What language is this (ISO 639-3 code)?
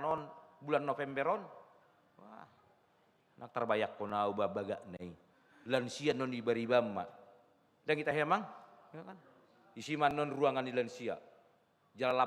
bbc